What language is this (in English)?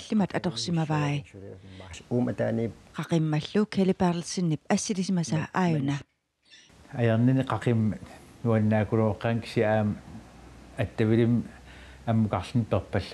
Kalaallisut